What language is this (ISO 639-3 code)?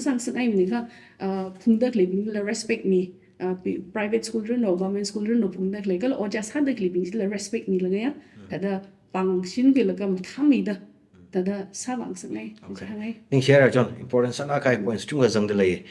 nmf